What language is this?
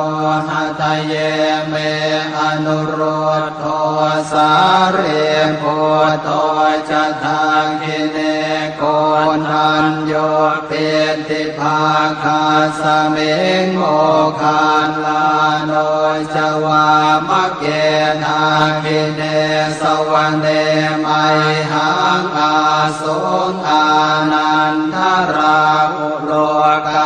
Pali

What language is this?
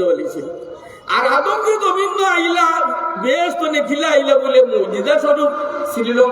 Sylheti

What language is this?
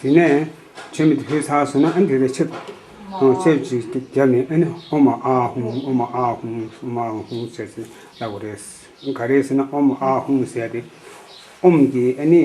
Tibetan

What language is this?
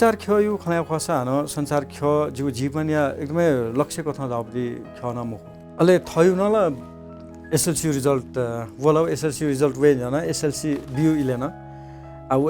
Newari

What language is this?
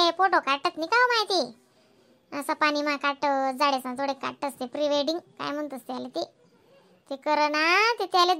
Khandesi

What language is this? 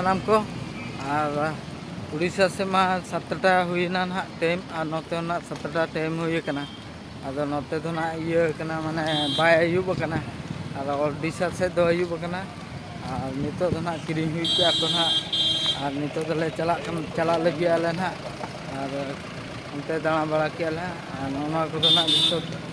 Santali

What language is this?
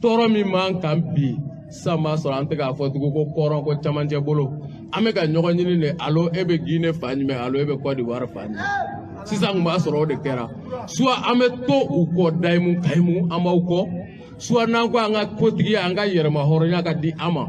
Bambara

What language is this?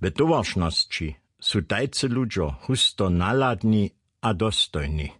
Upper Sorbian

